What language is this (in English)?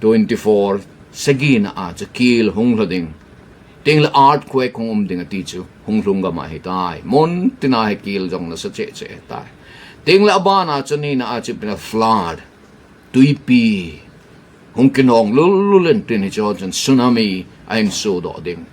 Thado Chin